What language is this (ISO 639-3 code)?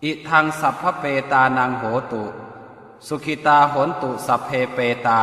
pli